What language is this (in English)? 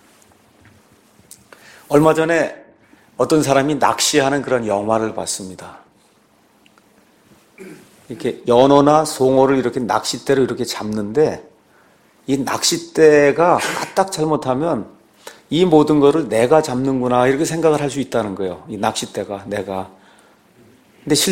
Korean